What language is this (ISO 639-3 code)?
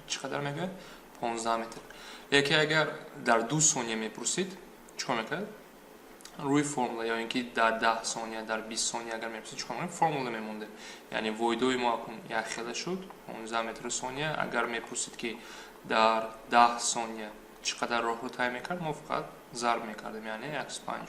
tgk